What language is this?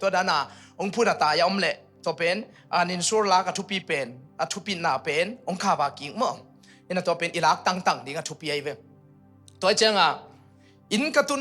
Tedim Chin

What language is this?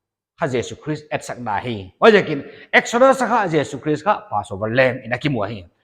Paite Chin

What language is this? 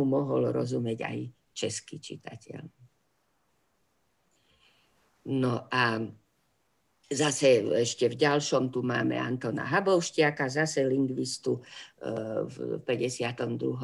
Slovak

